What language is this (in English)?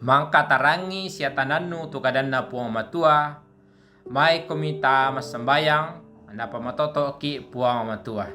Toraja-Sa'dan